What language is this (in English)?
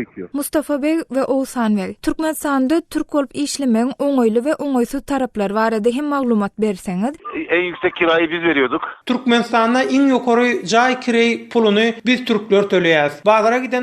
Turkmen